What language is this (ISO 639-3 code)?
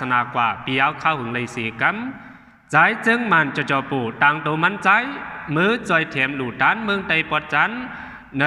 shn